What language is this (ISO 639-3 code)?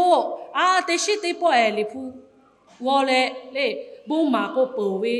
lhu